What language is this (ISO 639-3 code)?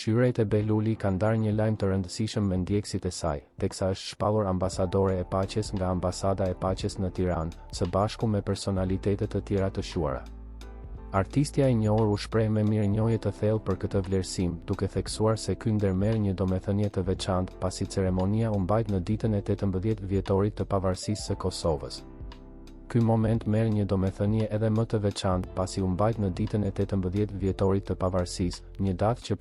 sqi